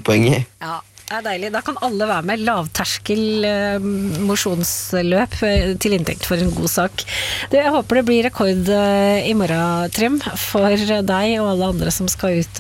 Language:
Norwegian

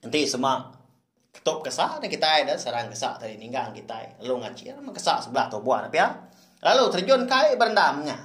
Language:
Iban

